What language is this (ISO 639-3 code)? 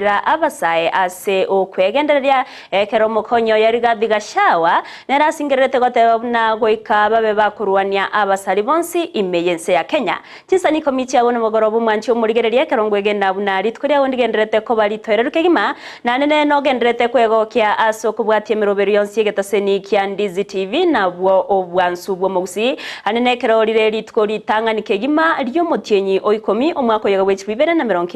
guz